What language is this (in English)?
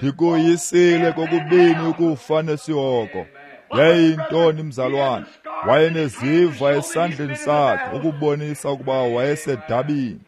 Xhosa